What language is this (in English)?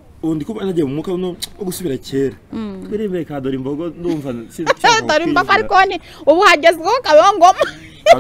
Kinyarwanda